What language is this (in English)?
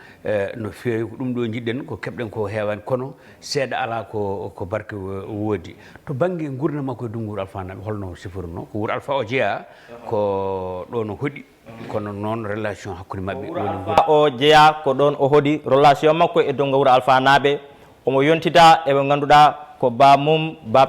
Fula